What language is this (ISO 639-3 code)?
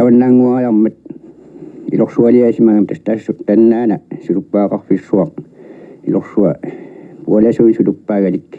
kal